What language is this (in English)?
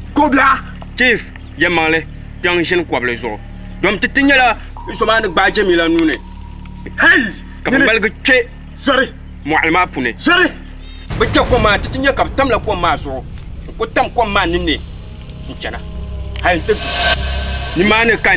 Dagbani